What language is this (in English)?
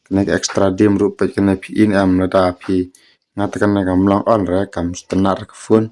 Khasi